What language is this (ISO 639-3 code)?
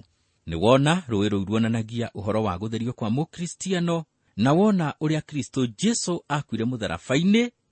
kik